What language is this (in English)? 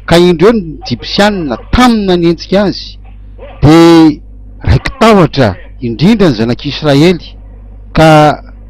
Malagasy